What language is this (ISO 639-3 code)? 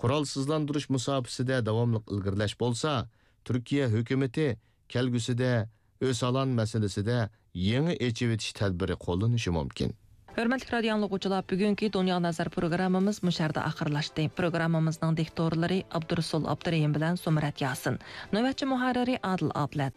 uig